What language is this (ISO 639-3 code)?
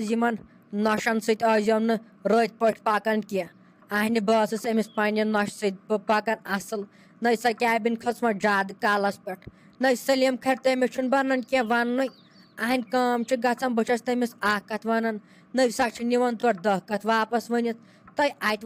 kas